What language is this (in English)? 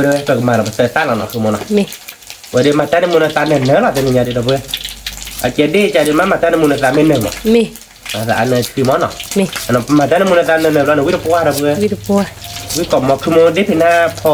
S'gaw Karen